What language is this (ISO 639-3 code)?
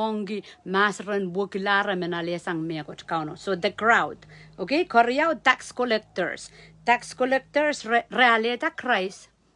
pon